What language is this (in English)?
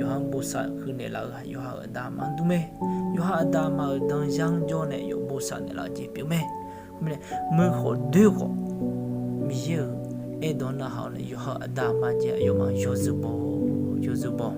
Akha